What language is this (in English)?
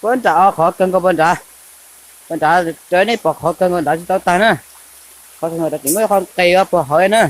Hmong